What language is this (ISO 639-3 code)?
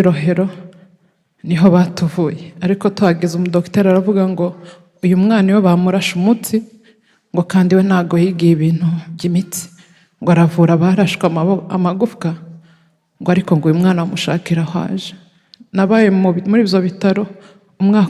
kin